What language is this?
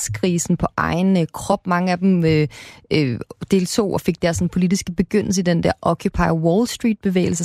Danish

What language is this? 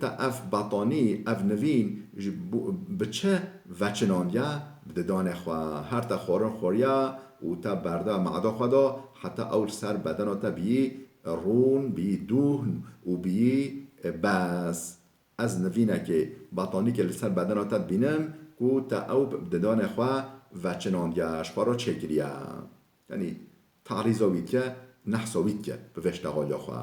Kurdish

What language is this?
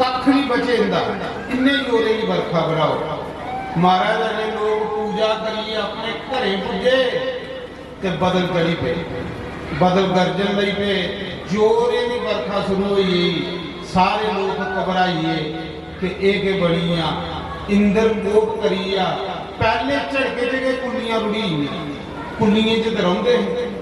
Dogri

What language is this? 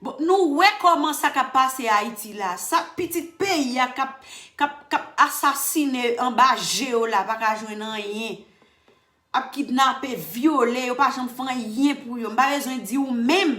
Haitian Creole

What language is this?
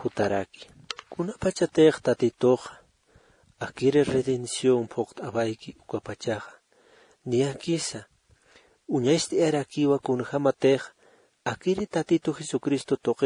Aymara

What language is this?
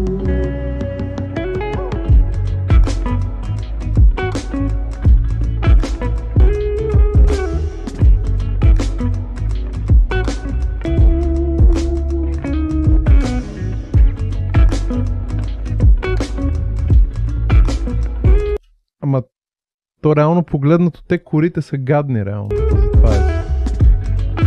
Bulgarian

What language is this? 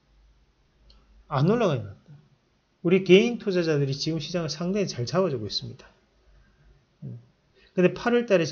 Korean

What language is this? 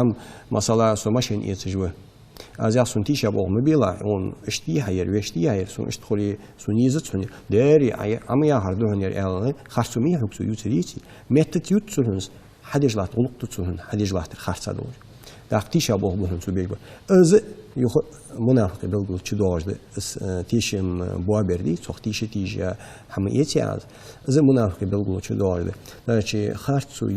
Ingush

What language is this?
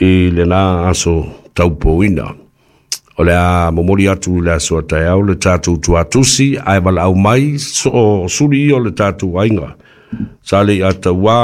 Samoan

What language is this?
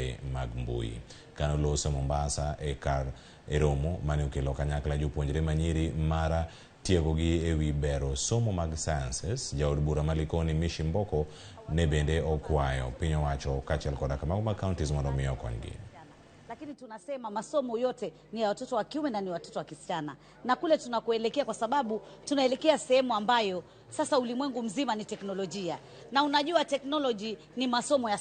Luo (Kenya and Tanzania)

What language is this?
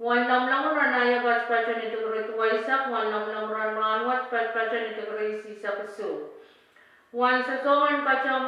Pohnpeian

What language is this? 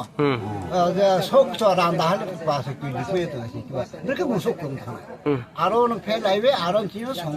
Riang (India)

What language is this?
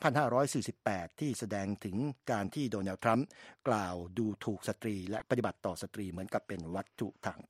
Thai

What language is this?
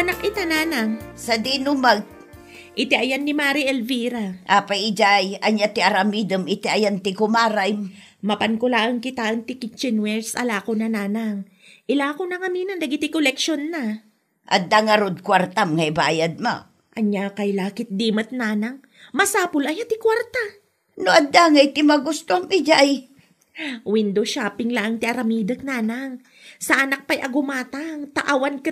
Iloko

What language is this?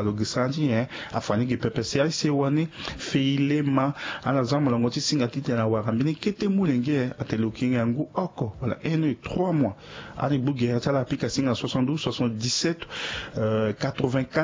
Sango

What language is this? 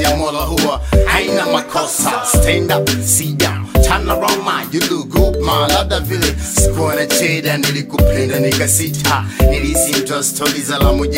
Swahili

